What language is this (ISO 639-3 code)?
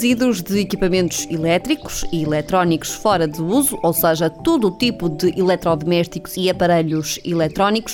por